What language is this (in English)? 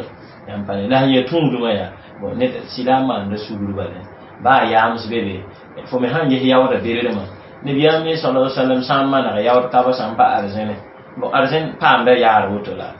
Mossi